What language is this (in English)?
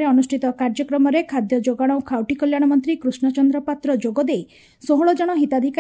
Odia